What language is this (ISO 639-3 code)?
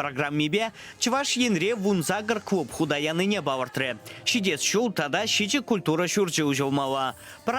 chv